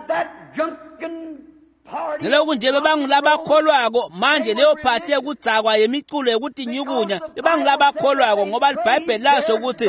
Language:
Swati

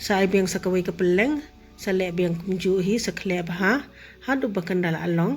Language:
Khasi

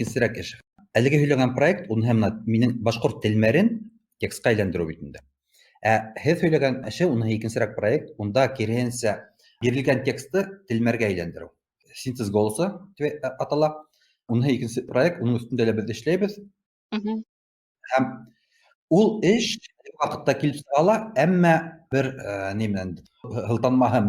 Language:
Bashkir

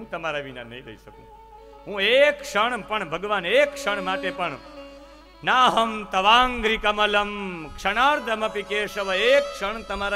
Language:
Gujarati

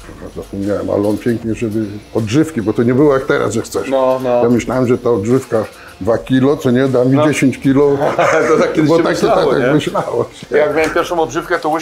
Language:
Polish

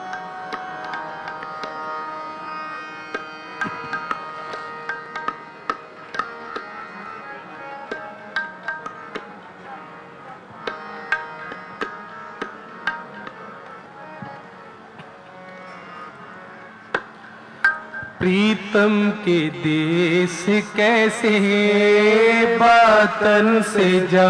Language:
Hindi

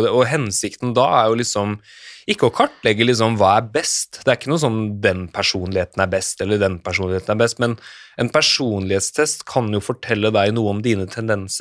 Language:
Norwegian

